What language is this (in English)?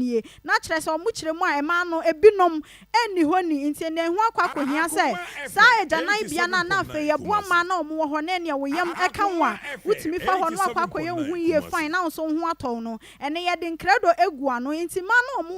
Akan